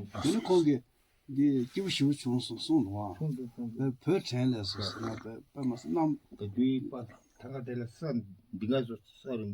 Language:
Tibetan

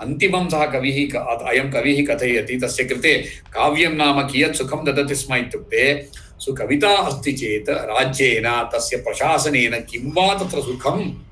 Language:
Sanskrit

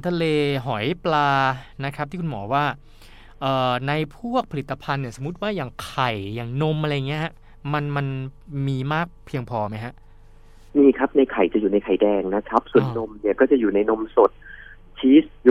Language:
Thai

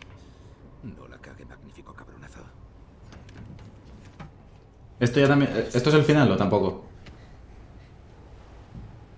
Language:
Spanish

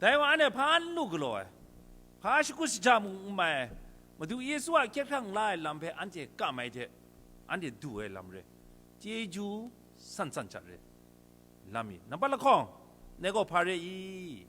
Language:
Kachin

